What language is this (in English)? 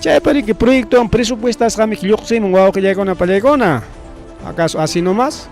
Ayacucho Quechua